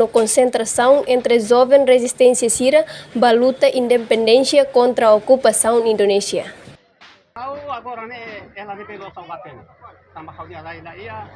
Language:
Tetum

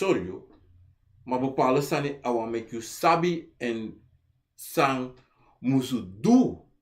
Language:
Sranan Tongo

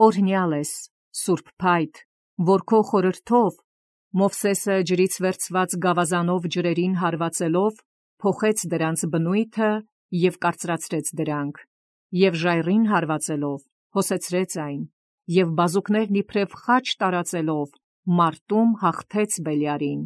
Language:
Armenian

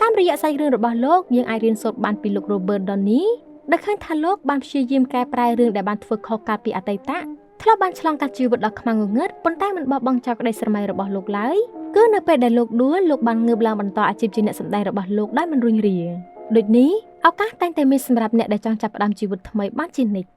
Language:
Khmer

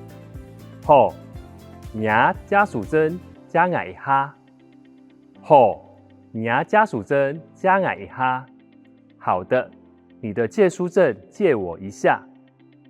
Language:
Hakka Chinese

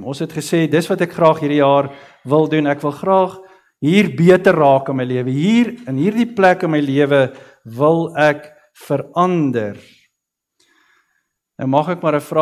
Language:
Afrikaans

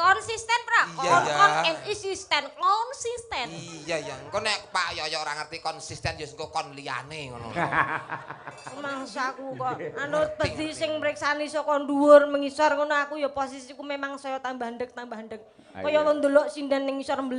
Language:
Javanese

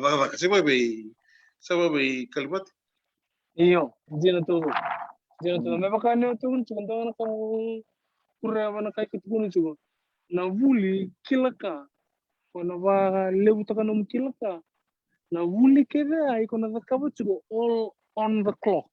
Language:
Fijian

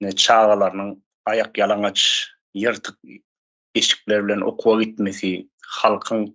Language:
Turkmen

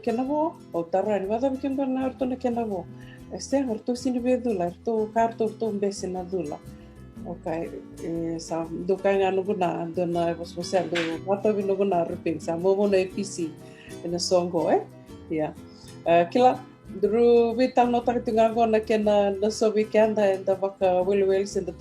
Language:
Fijian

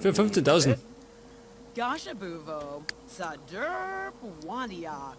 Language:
Bavarian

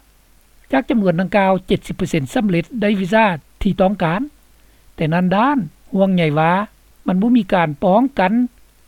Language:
Lao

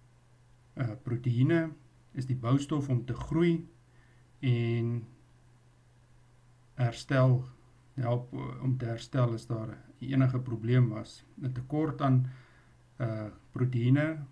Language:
Afrikaans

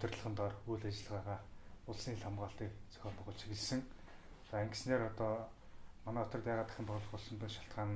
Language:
Mongolian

